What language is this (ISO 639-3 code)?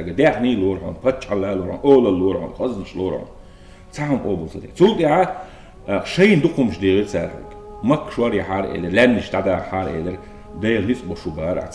che